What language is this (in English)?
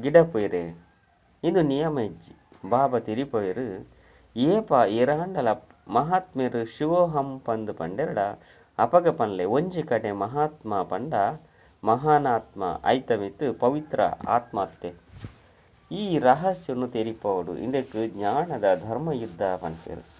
Tulu